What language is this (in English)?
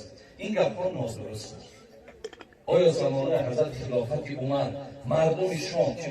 Tajik